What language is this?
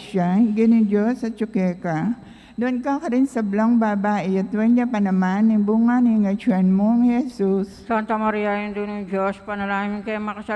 Pampanga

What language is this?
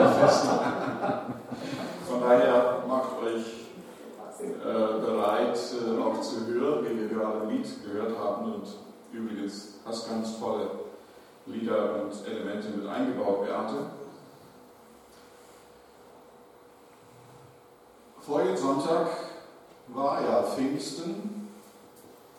German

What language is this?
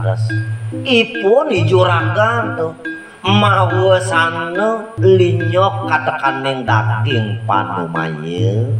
Balinese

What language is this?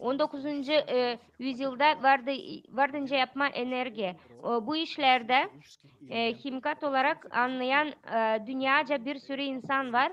Gagauz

